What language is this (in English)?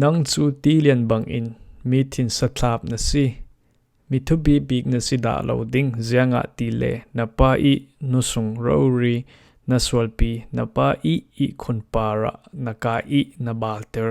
Falam Chin